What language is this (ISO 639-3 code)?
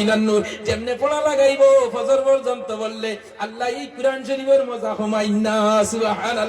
syl